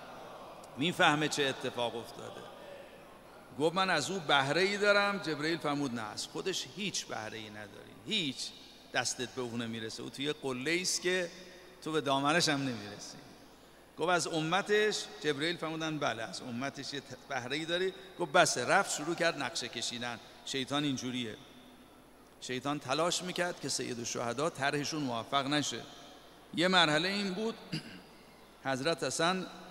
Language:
Persian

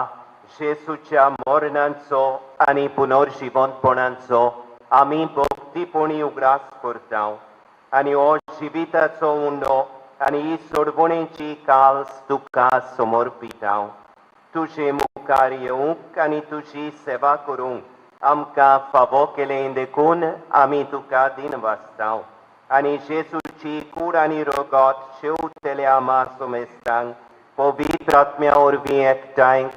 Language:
Konkani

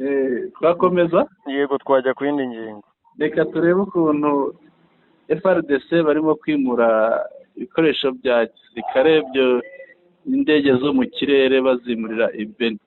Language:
Kinyarwanda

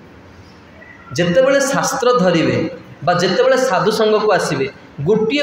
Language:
Odia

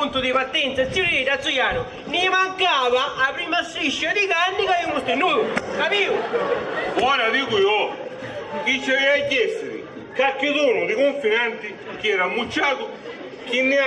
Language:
Sicilian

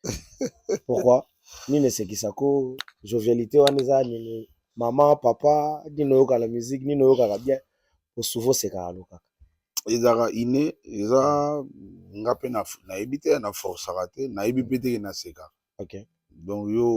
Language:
Lingala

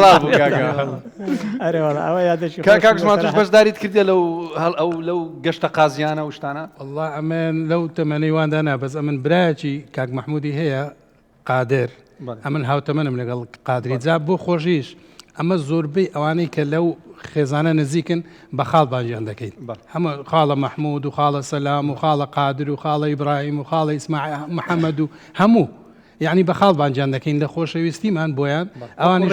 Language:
Central Kurdish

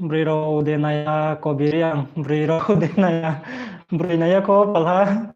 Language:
Riang (India)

